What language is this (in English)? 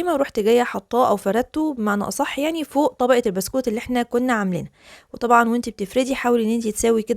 Egyptian Arabic